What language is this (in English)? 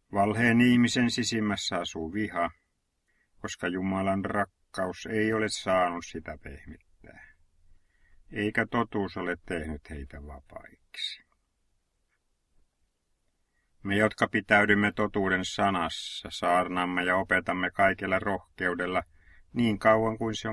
Finnish